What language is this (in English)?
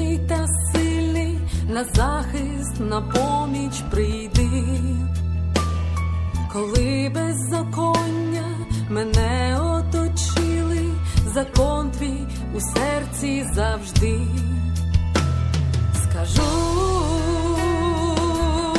Ukrainian